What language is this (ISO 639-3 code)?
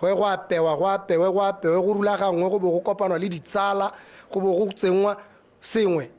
tsn